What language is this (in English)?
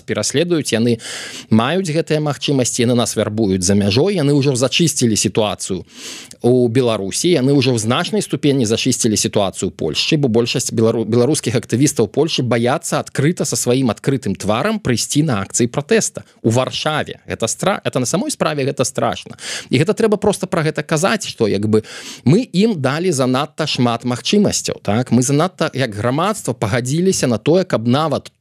Belarusian